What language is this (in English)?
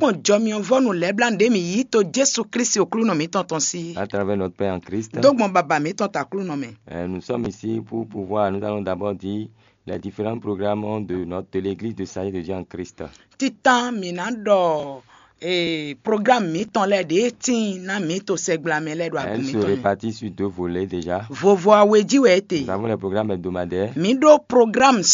Fon